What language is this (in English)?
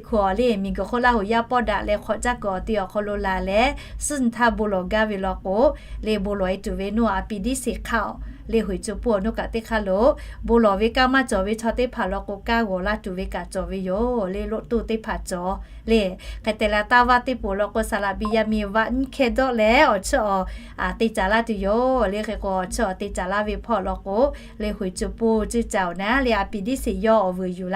Lahu